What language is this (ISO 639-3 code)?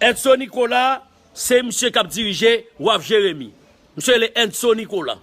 hat